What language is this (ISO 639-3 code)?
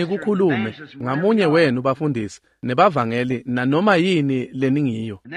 ssw